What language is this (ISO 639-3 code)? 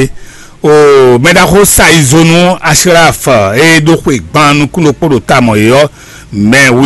fon